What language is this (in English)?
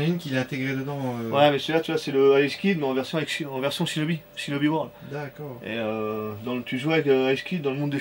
French